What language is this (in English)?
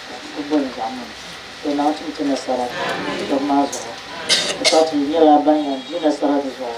Dagbani